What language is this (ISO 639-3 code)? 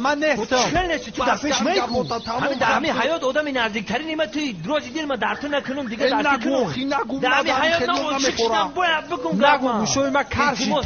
tgk